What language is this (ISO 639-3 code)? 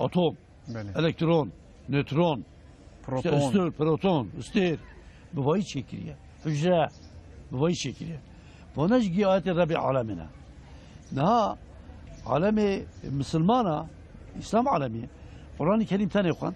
kur